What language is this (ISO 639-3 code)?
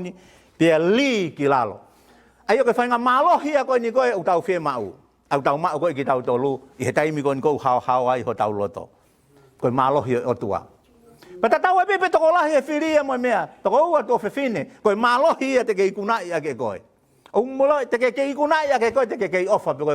ton